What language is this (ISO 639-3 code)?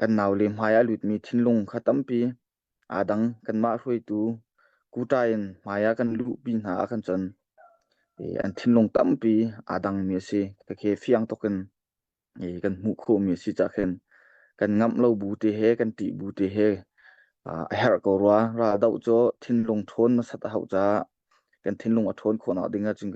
cnh